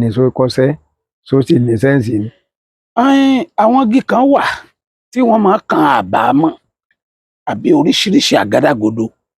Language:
Yoruba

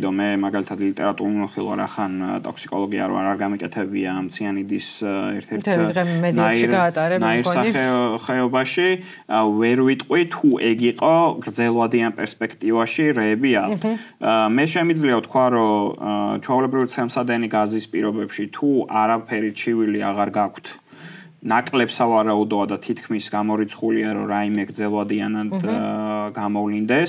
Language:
Georgian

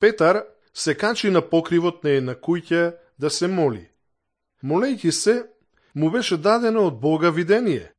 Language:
Macedonian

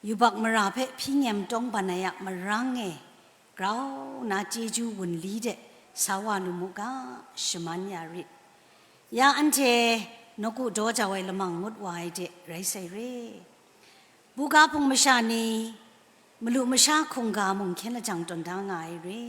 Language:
Kachin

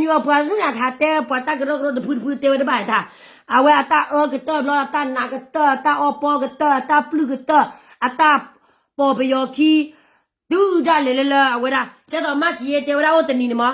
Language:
S'gaw Karen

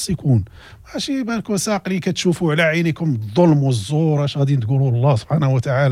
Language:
Moroccan Arabic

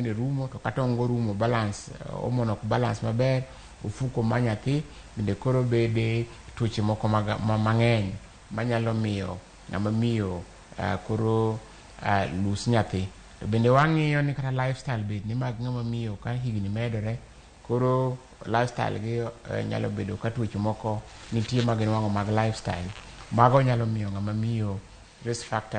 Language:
Luo (Kenya and Tanzania)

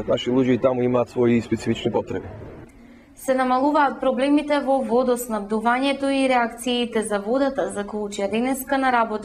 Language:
Macedonian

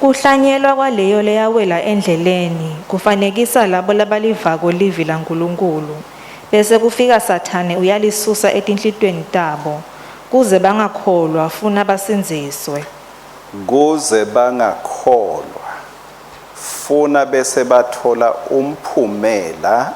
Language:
Swati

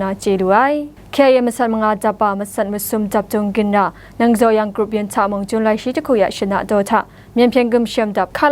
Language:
Kachin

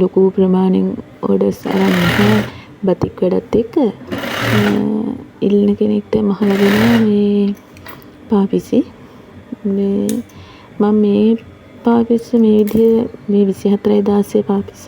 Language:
Sinhala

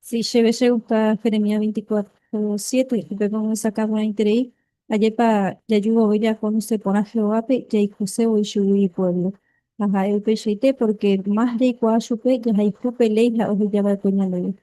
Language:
Guarani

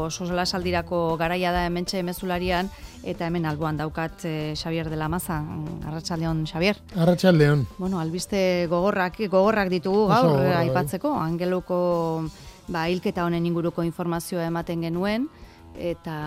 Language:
Basque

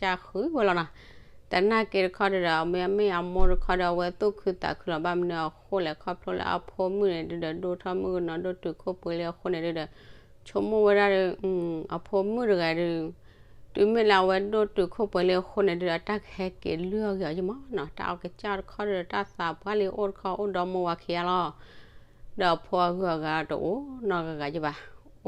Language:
S'gaw Karen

